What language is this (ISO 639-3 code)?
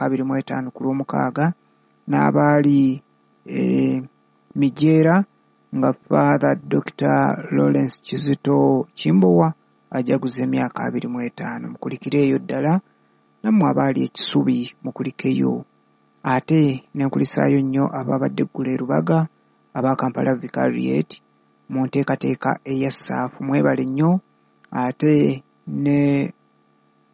lug